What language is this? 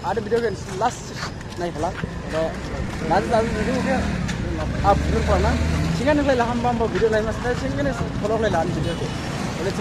Dimasa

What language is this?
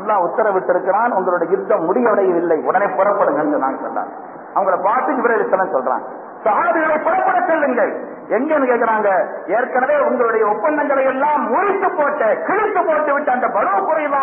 Tamil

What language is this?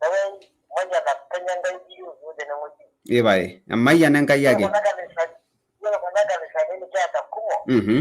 Masai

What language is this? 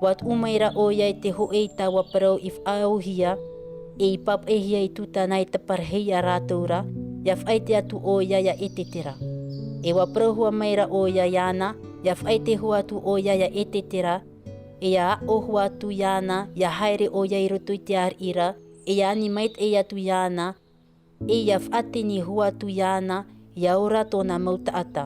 Tahitian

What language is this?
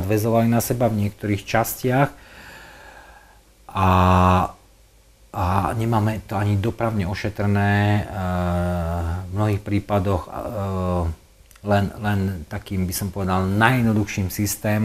Slovak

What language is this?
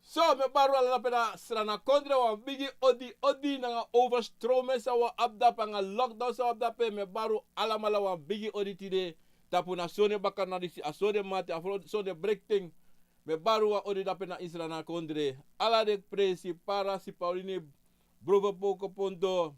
Sranan Tongo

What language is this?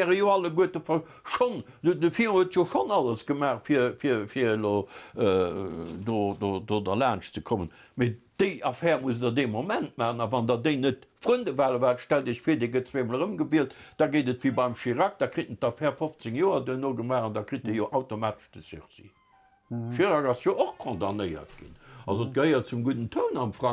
Luxembourgish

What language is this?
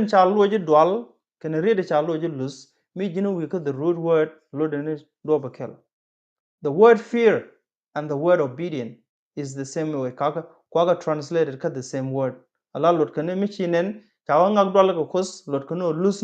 Nuer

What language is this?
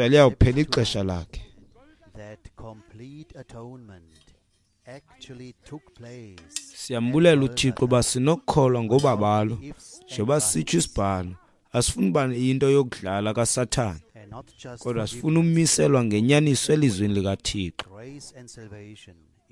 Xhosa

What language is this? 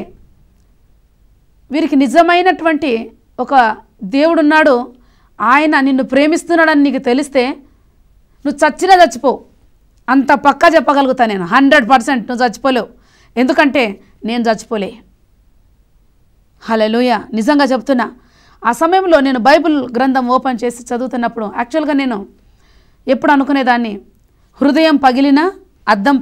Telugu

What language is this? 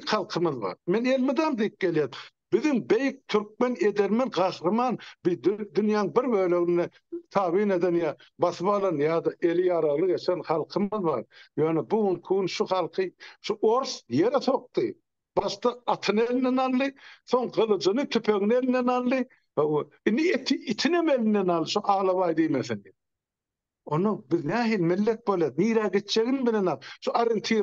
Turkmen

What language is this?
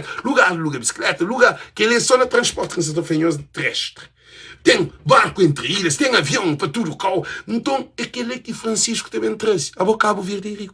Kabuverdianu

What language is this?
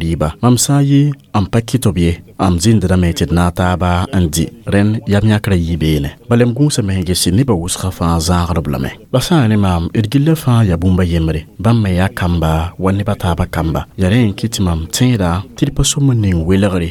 Mossi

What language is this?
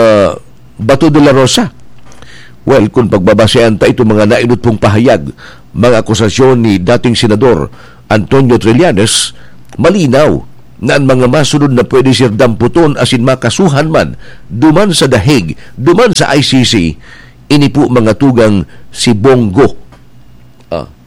Bikol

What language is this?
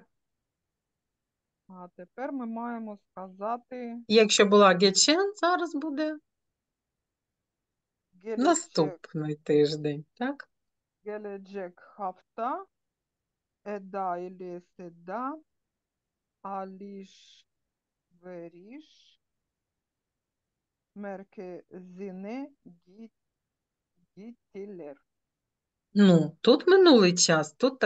Ukrainian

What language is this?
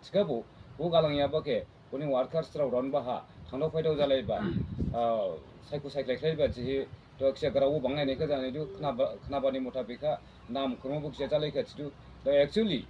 Dimasa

